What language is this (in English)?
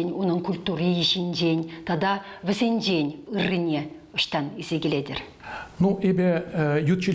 Chuvash